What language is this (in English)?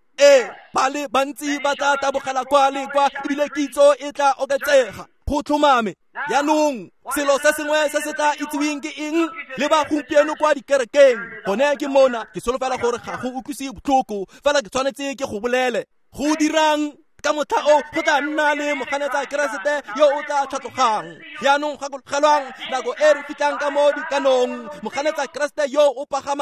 Tswana